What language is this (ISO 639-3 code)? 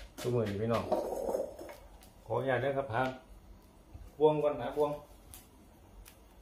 tha